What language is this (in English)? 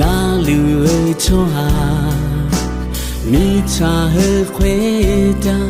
Akha